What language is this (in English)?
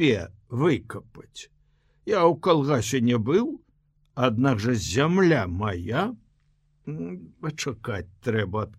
Belarusian